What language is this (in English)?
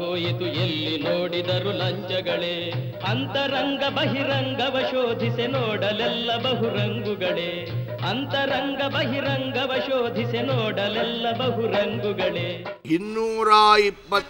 Kannada